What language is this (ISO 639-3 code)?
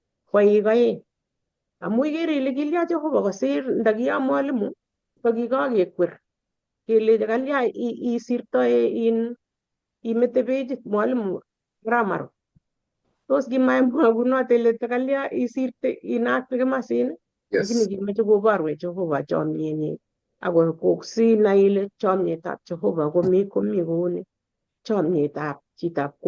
kln